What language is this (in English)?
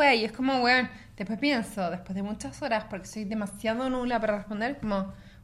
Spanish